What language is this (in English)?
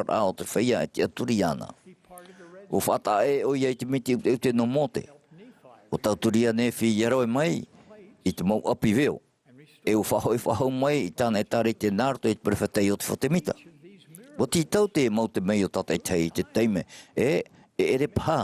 Tahitian